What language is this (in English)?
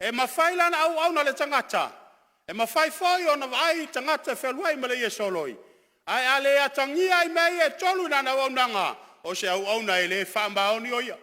Samoan